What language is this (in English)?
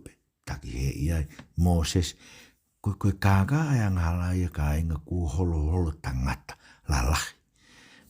Tongan